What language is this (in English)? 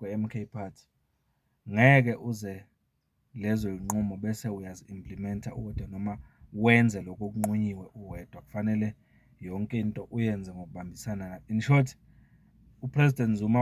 Zulu